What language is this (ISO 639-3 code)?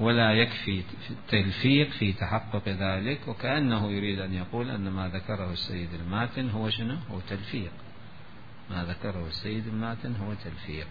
acm